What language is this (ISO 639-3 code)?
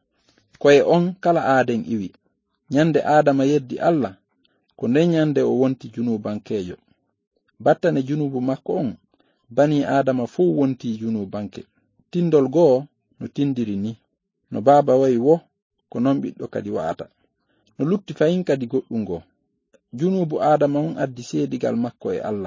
ful